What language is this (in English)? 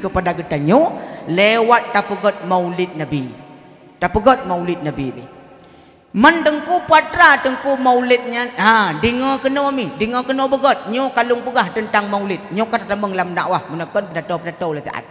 Achinese